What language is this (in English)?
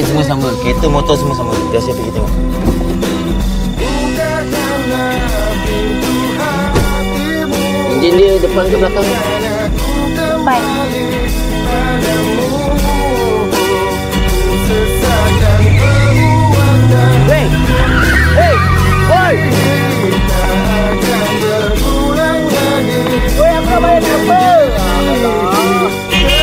Malay